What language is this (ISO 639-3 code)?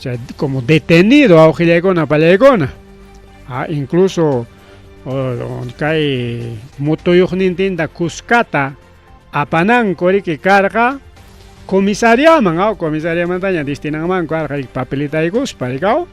quy